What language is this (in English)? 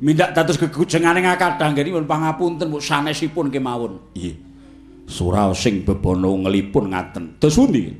Javanese